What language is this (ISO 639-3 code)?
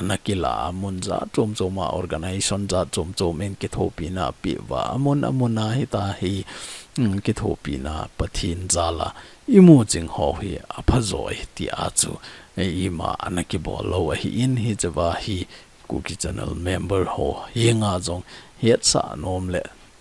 tcz